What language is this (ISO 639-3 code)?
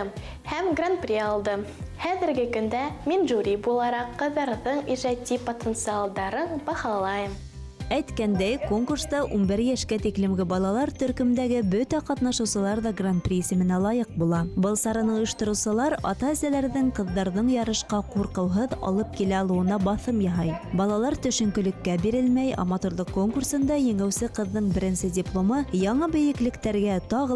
bak